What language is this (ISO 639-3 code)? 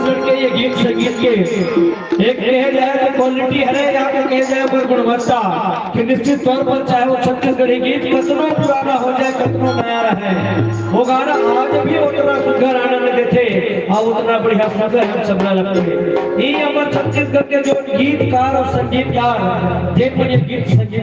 hne